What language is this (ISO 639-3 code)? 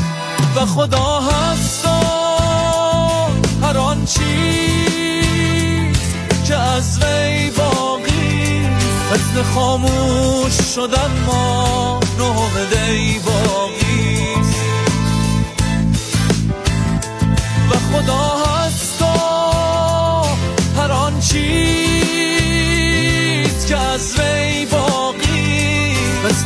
fas